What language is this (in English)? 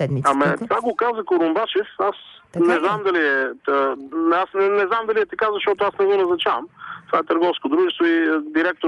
Bulgarian